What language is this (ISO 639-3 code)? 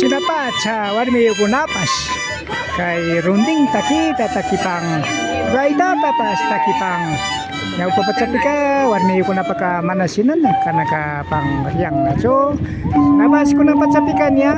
qvi